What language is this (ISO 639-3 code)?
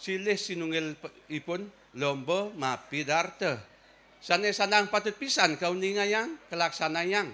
ban